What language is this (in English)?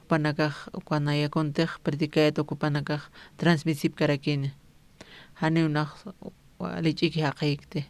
Aymara